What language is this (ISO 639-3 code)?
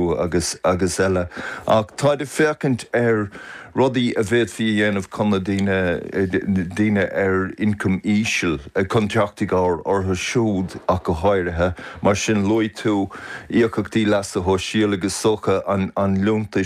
gle